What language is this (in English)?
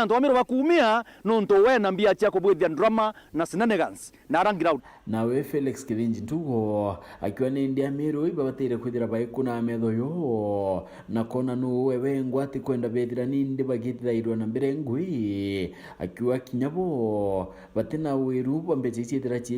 Meru